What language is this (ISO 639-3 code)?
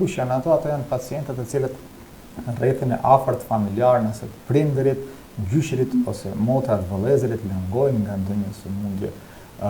sqi